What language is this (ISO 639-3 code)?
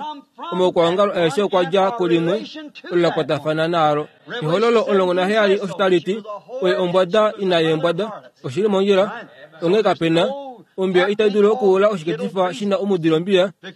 kua